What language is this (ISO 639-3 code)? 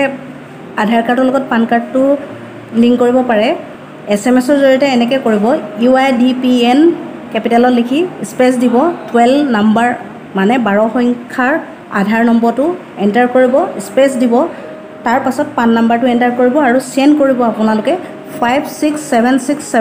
asm